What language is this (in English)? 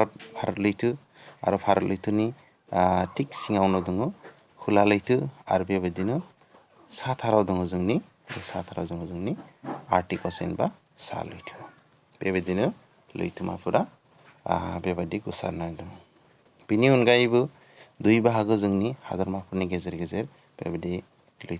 Bodo